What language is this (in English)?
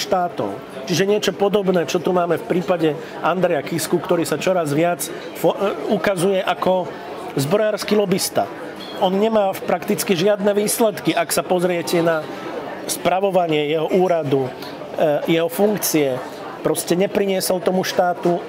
Slovak